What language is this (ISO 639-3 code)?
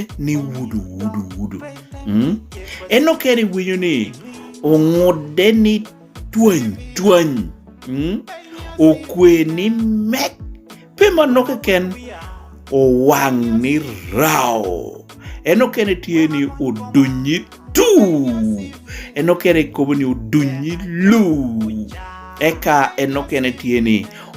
laj